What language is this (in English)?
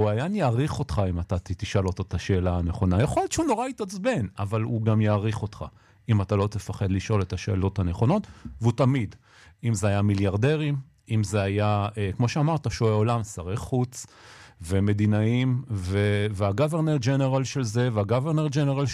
Hebrew